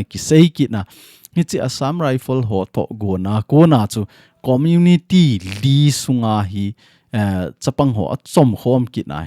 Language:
Thado Chin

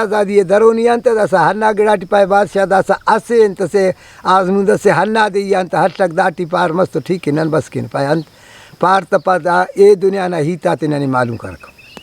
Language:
Brahui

